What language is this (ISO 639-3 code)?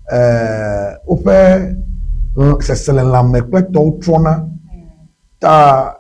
ewe